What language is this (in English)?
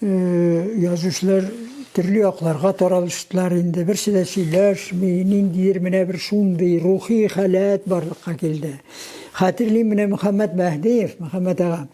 Tatar